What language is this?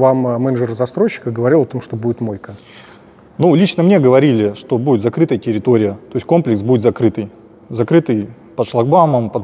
Russian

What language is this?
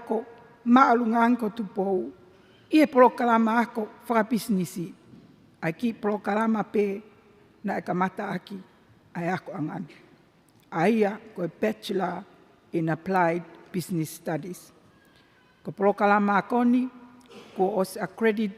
Tongan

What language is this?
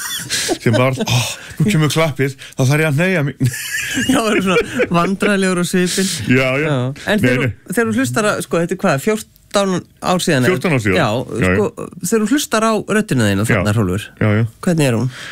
Icelandic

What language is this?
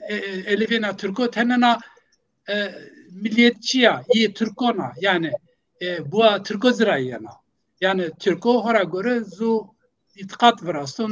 Zaza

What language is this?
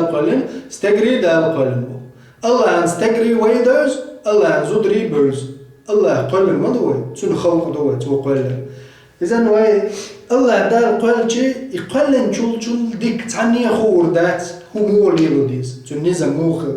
Chechen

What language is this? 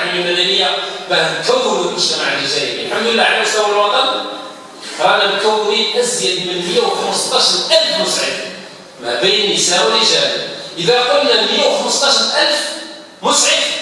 Algerian Arabic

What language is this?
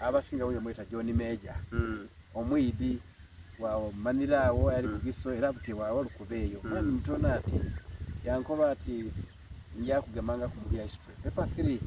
Soga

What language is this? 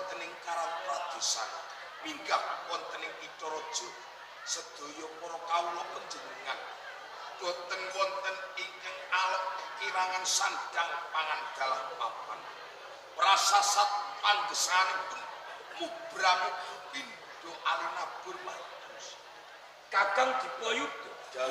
Javanese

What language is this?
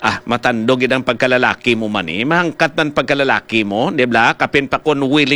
Hiligaynon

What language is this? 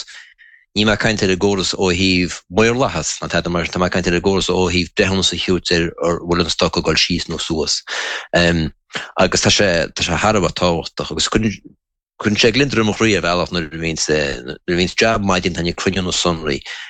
Irish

